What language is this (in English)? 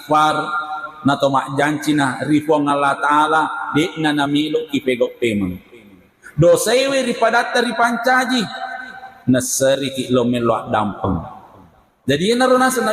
Buginese